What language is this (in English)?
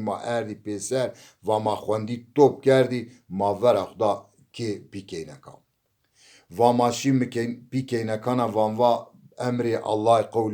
Zaza